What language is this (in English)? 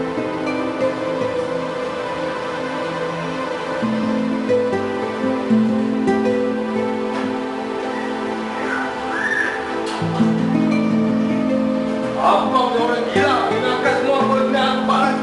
Malay